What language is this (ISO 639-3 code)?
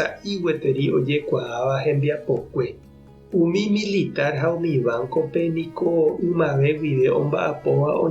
grn